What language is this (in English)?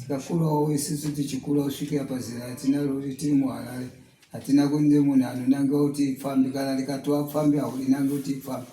Shona